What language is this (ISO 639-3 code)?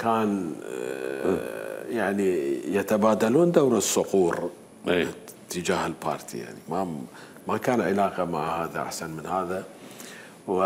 acm